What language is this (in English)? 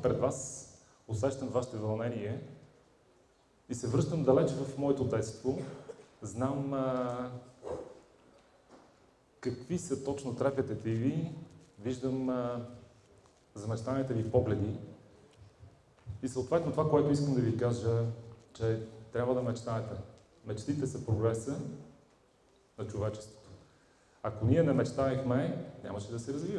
Bulgarian